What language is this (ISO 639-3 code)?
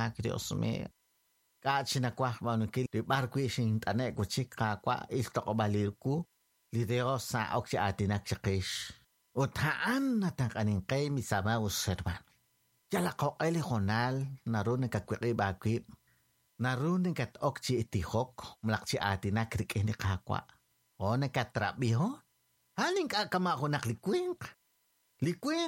kek